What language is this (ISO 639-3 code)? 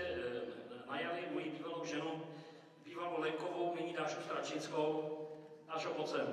ces